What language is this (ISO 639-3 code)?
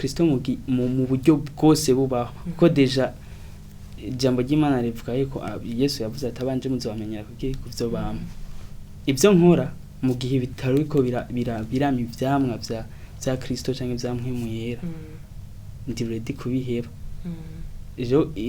run